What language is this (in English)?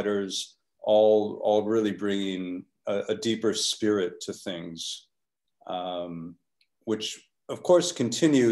English